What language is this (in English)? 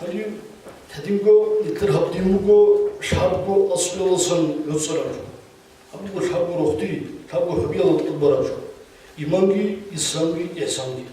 Avaric